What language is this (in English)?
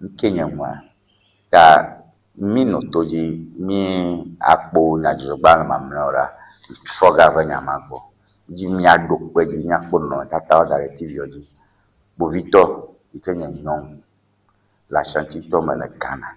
Ewe